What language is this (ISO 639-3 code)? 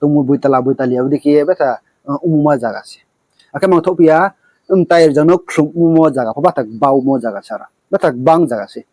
ria